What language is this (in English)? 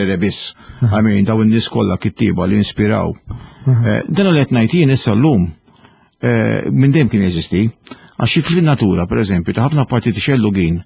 Maltese